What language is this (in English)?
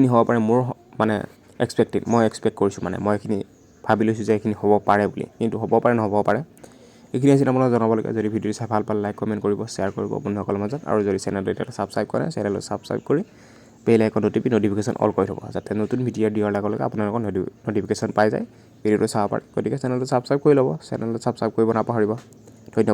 Assamese